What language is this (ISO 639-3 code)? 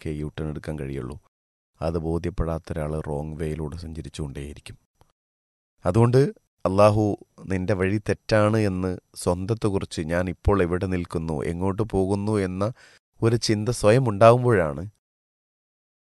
mal